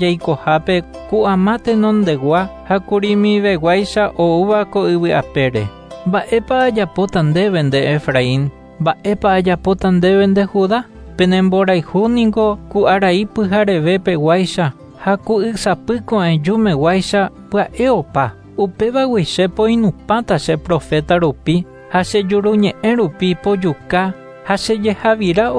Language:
Guarani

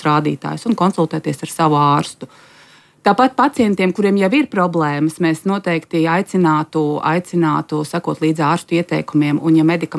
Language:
Latvian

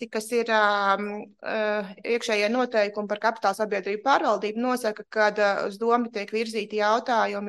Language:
Latvian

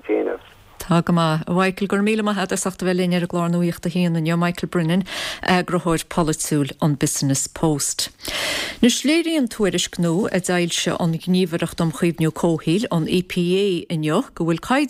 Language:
Irish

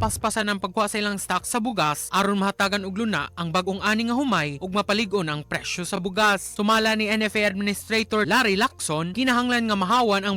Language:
Cebuano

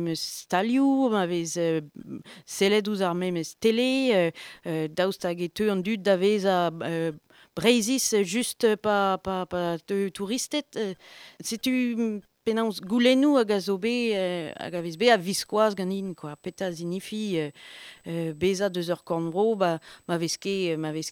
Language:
Breton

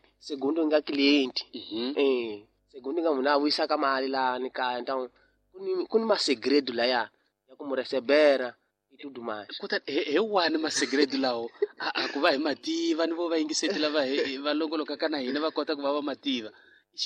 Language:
Tsonga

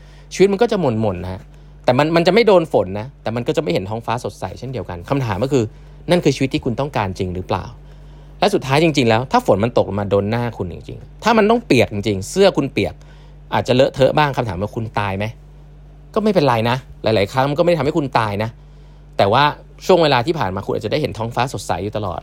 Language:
Thai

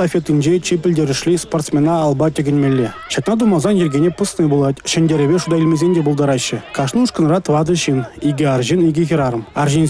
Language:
Chuvash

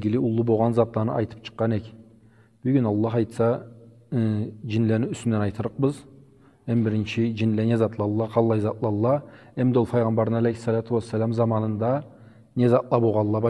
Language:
Karachay-Balkar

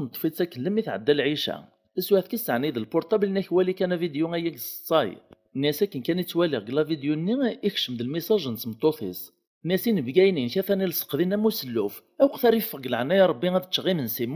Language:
Kabyle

